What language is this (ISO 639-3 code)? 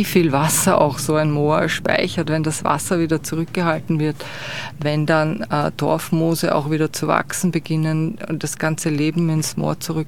deu